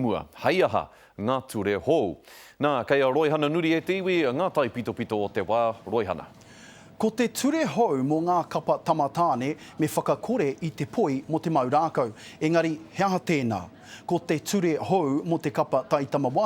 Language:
Māori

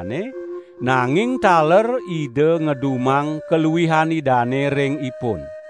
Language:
Balinese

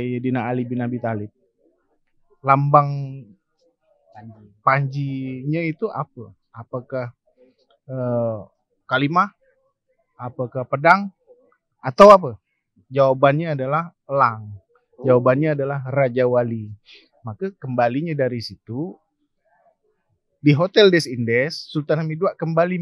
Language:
Indonesian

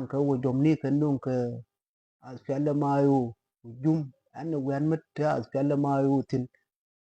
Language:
Nuer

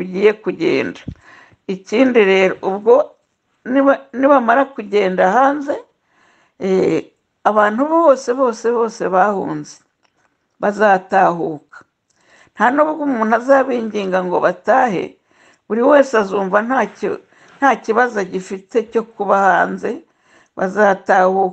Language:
Kinyarwanda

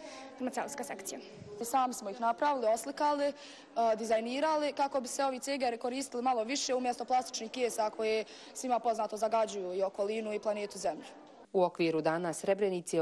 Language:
Bosnian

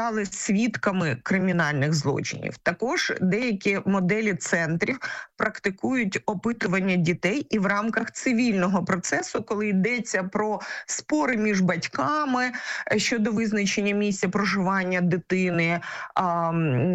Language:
Ukrainian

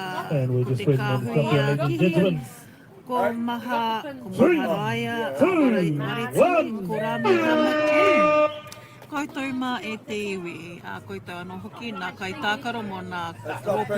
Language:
Māori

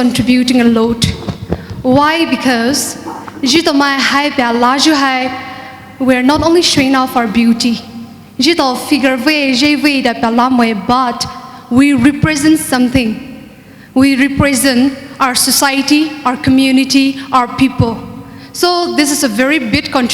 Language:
Poumei Naga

